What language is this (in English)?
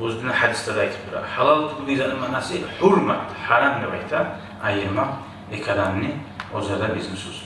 Kumyk